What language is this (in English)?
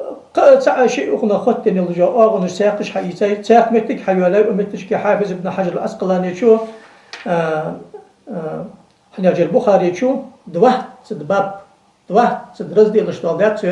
Ingush